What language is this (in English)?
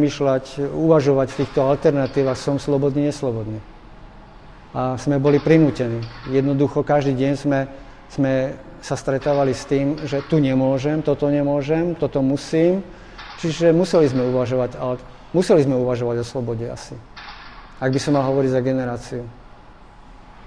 Slovak